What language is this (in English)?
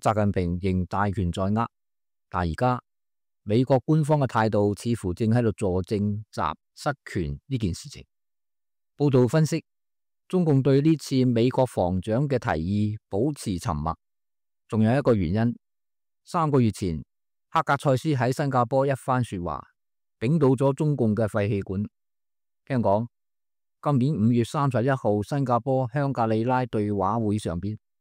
Cantonese